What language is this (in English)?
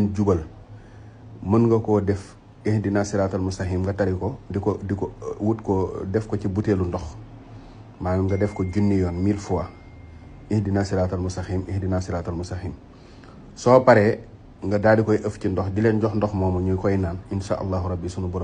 Wolof